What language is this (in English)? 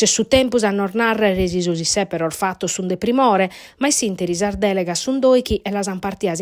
Sardinian